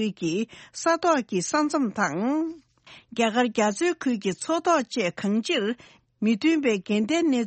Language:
Tibetan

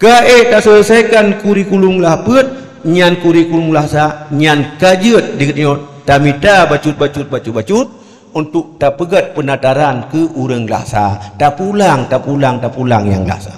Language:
Achinese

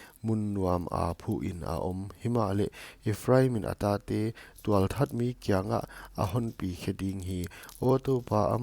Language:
Paite Chin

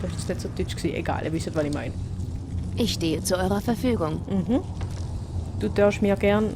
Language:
Swiss German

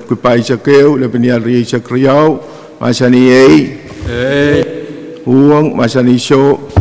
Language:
Pohnpeian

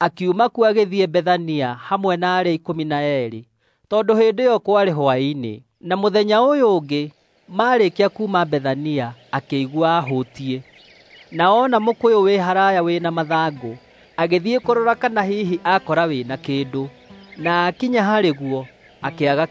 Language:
Kikuyu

